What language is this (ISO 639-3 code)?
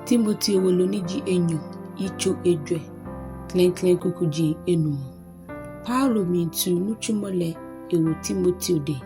gaa